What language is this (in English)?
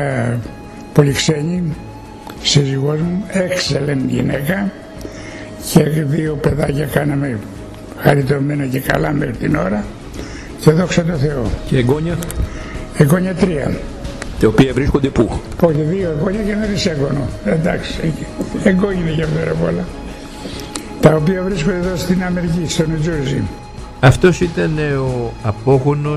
Greek